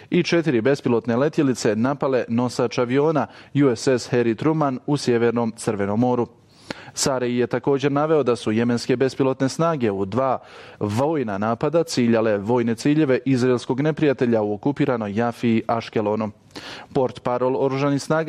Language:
Bosnian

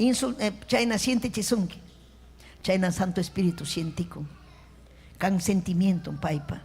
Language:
Ayacucho Quechua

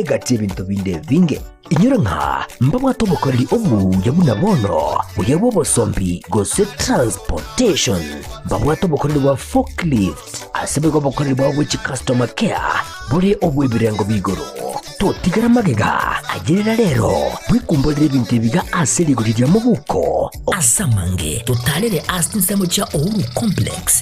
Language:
Gusii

